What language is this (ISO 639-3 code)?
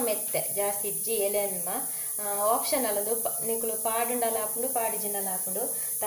tcy